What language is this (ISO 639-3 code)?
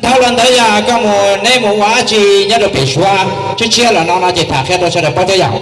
hmn